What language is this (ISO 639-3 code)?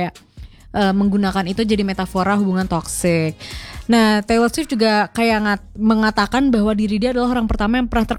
ind